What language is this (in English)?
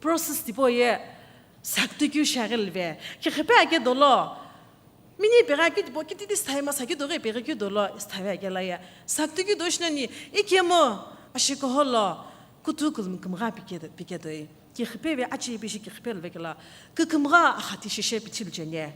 Sumi Naga